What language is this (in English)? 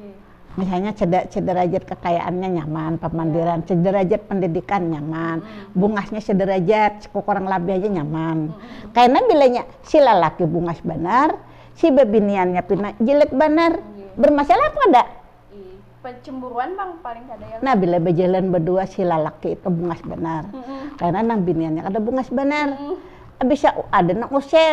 Banjar